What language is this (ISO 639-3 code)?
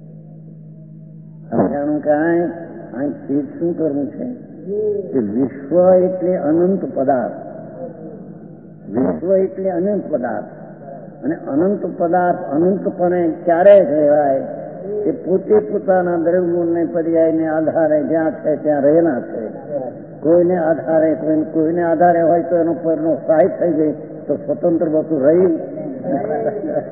guj